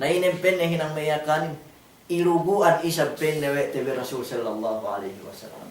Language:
Yakan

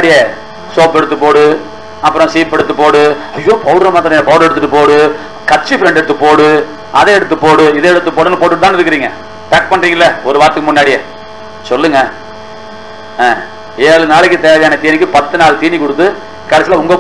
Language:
Tamil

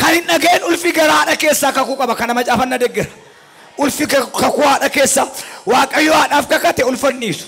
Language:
Oromo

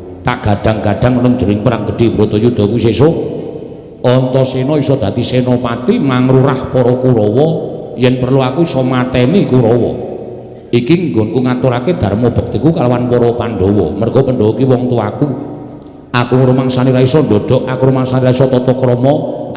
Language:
Javanese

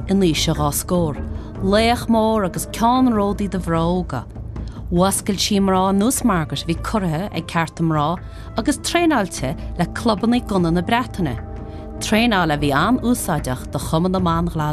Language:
Irish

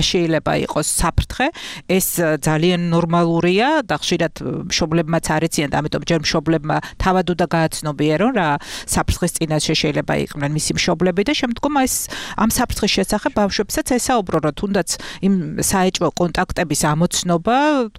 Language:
Georgian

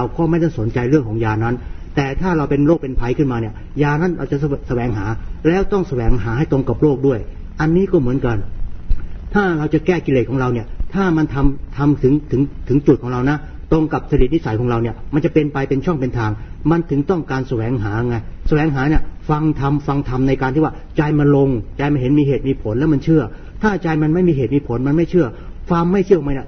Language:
Thai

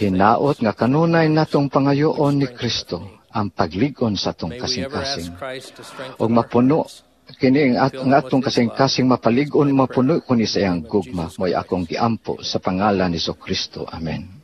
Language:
Cebuano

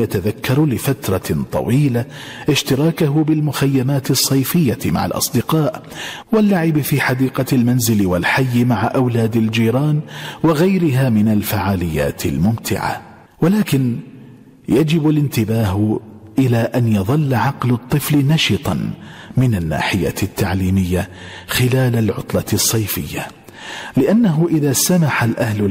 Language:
Arabic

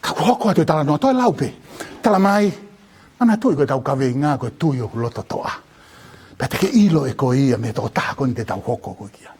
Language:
Tongan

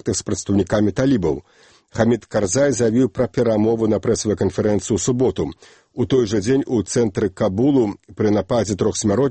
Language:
Belarusian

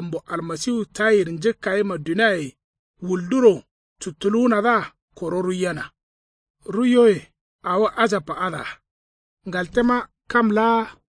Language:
Kanuri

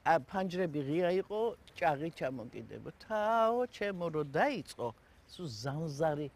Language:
Georgian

